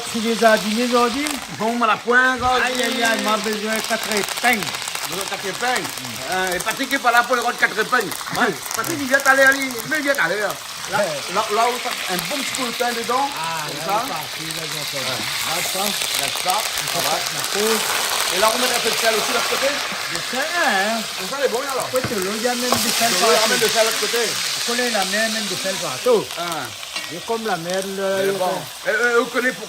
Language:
Réunion Creole French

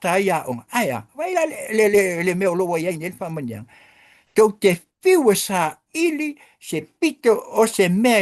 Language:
Samoan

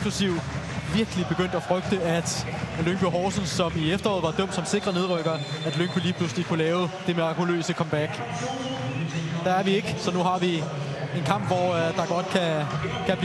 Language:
Danish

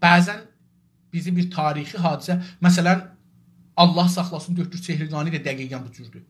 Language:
South Azerbaijani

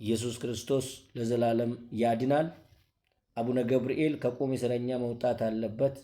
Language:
Amharic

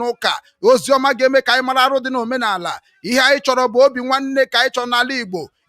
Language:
Igbo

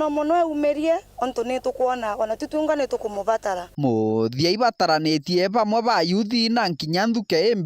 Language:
Meru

